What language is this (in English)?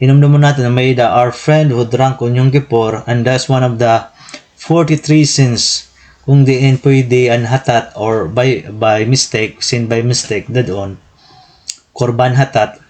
Waray